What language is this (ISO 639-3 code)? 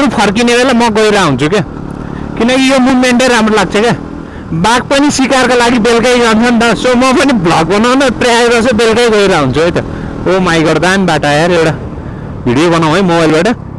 nep